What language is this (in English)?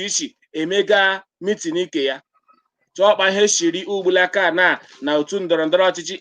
Igbo